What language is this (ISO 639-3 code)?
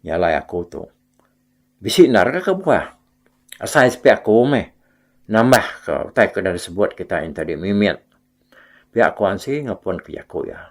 iba